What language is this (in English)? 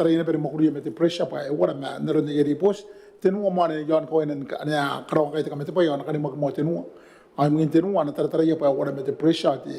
Gilbertese